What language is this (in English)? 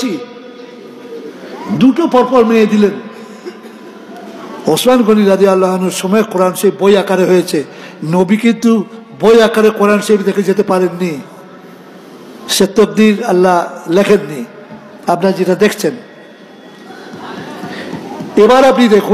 Bangla